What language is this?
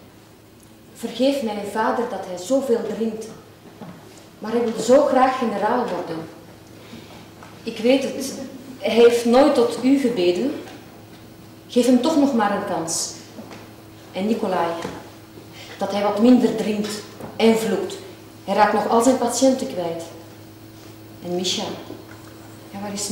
Dutch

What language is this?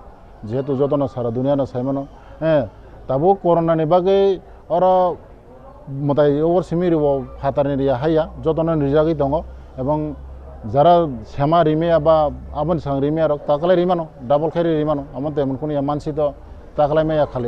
Kok Borok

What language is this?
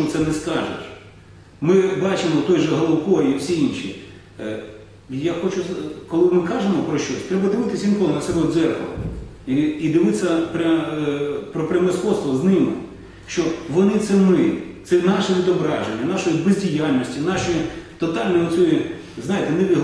Ukrainian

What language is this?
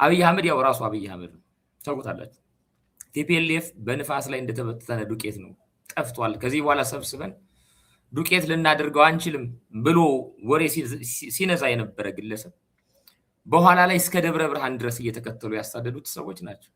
Amharic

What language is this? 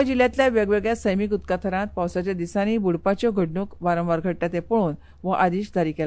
Konkani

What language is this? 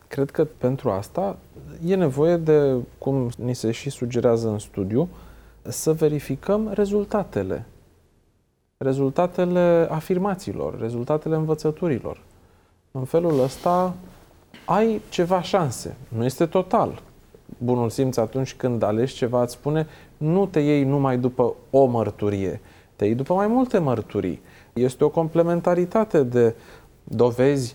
Romanian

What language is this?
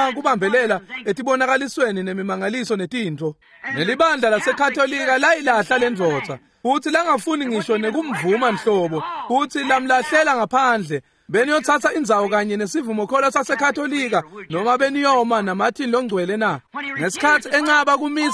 Swati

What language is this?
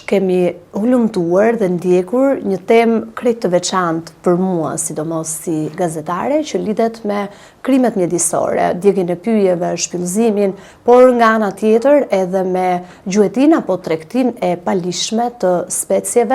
Albanian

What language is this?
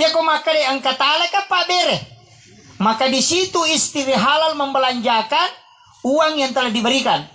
Buginese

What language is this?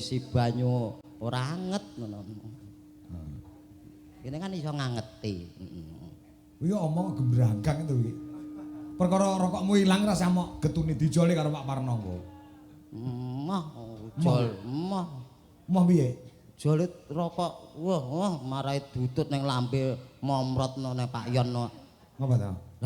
Javanese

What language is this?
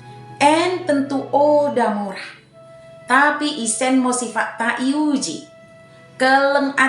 Batak Dairi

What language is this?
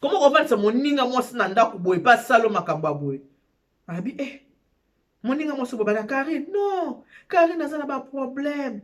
Lingala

